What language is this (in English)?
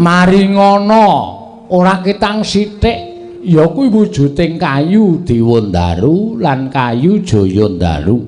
Javanese